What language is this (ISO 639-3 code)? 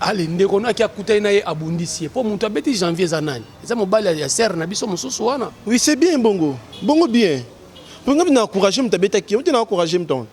lin